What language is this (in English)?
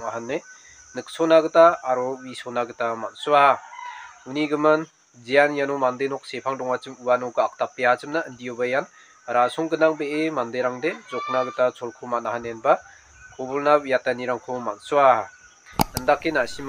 Garo